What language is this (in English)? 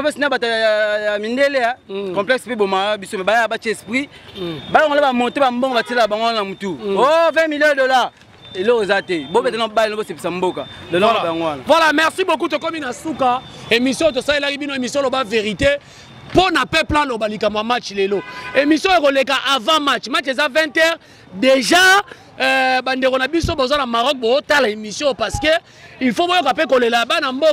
Lingala